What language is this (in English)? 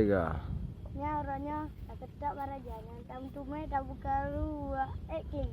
Achinese